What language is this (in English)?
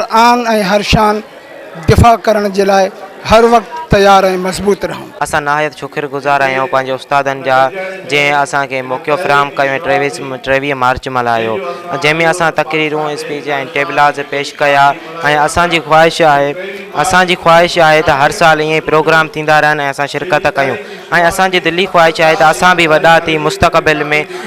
Sindhi